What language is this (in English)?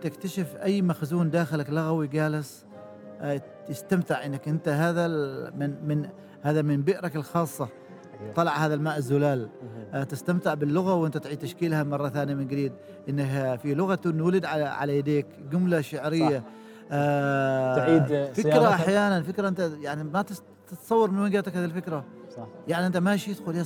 Gulf Arabic